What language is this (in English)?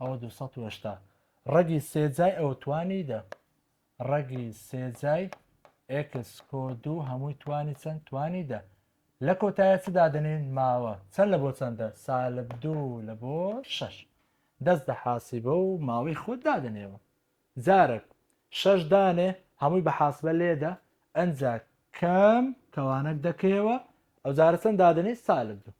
Central Kurdish